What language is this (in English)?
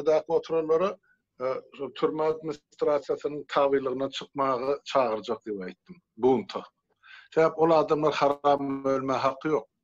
Turkmen